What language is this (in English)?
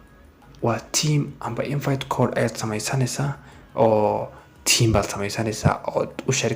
Somali